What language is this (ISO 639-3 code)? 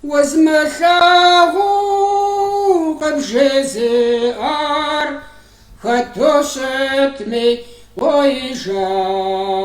kbd